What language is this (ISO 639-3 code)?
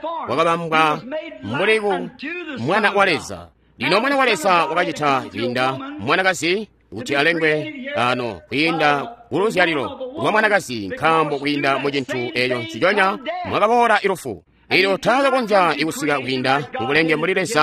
toi